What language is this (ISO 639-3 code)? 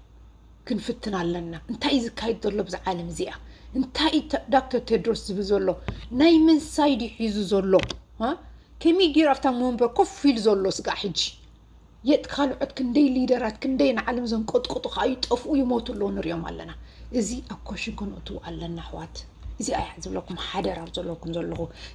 tir